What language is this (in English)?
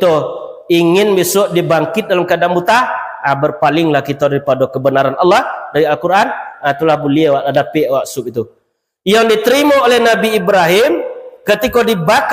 Minangkabau